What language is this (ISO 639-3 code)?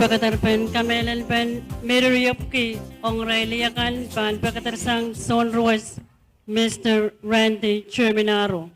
pon